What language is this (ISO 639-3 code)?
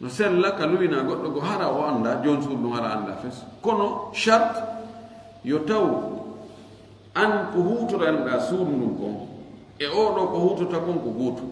ful